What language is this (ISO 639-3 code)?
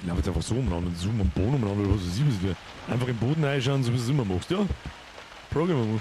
bar